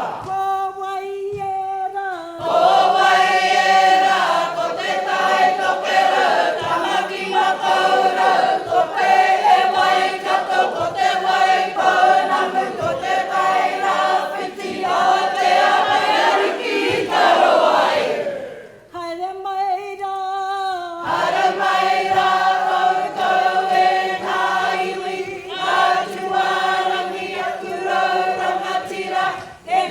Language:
Māori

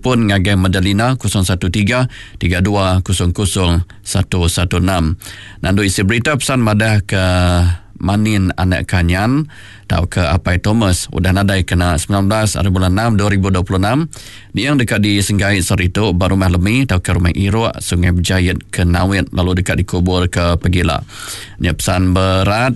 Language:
Iban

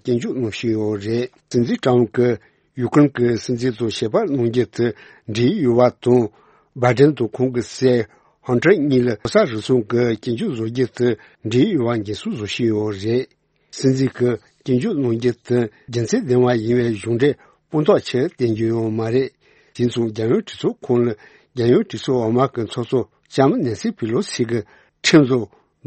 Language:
Tibetan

